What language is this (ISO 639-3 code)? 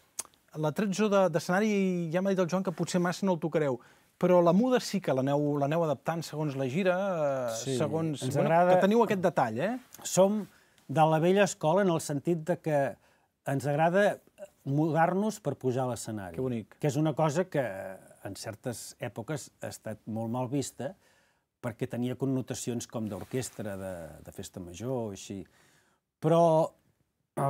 cat